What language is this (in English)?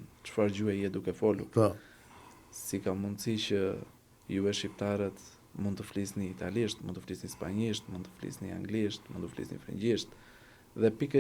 Albanian